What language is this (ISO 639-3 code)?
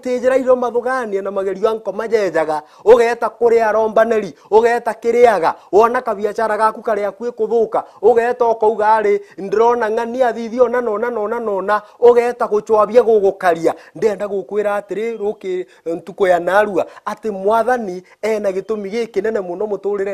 mer